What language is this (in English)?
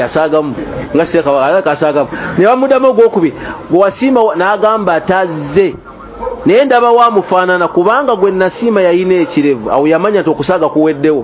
Ganda